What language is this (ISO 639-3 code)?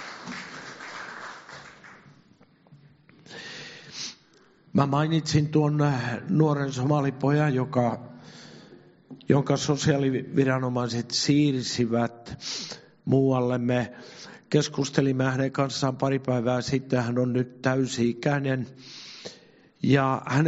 fin